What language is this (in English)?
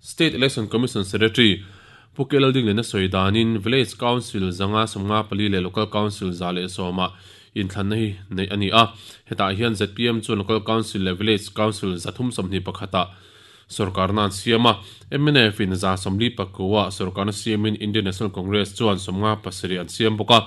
Mizo